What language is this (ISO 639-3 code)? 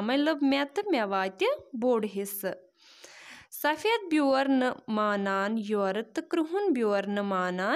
kas